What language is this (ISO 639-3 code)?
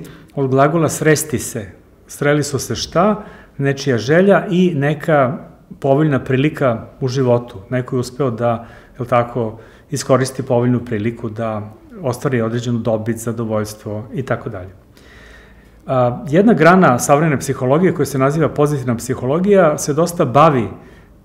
srp